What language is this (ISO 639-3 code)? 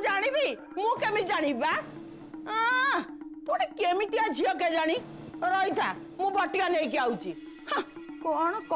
ori